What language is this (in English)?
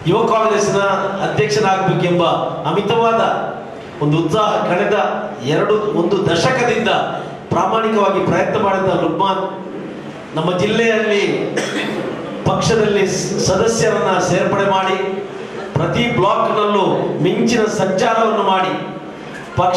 Kannada